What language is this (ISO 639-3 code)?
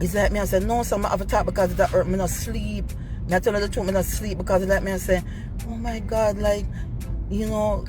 jam